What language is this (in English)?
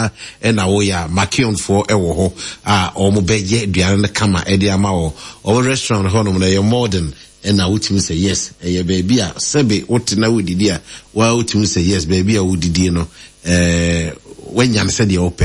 Akan